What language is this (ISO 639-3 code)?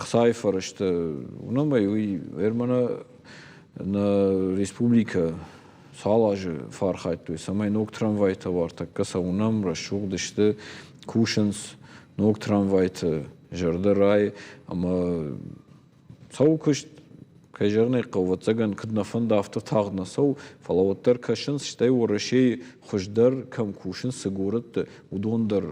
oss